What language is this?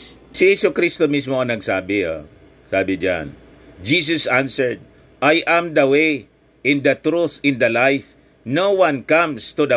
Filipino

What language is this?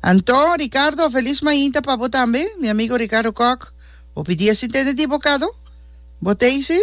Papiamento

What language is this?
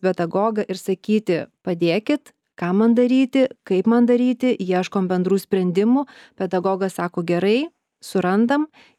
Lithuanian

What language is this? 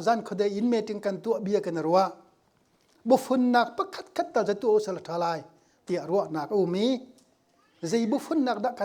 Hakha Chin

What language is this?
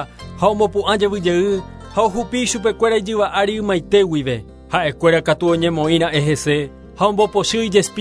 Guarani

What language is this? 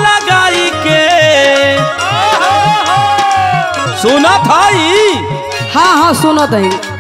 Bhojpuri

